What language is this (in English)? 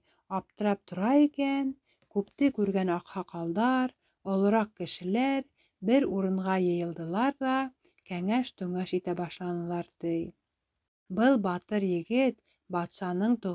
Bashkir